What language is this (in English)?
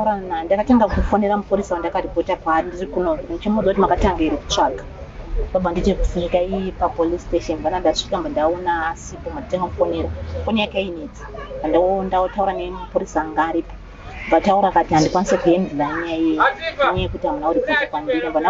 Shona